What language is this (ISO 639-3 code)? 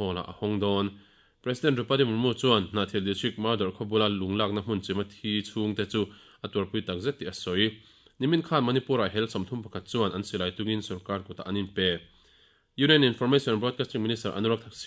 lus